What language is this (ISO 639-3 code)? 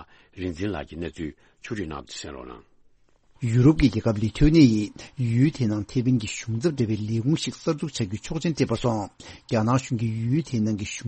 bod